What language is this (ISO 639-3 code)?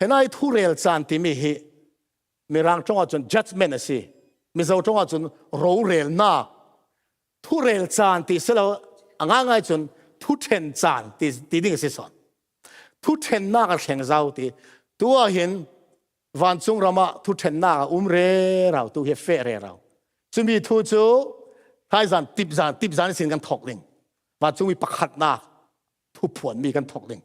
cfm